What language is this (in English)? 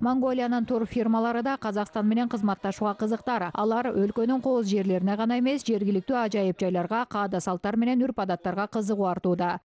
Kyrgyz